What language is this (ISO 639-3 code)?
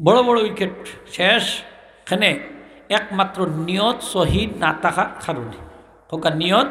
syl